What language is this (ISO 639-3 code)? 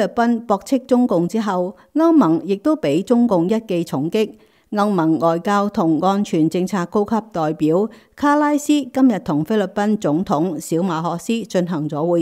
yue